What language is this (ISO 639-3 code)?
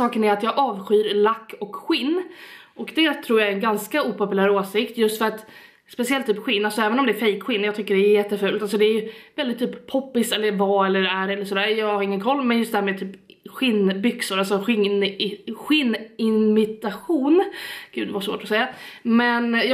swe